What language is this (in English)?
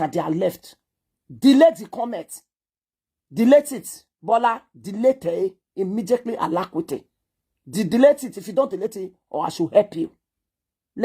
Nigerian Pidgin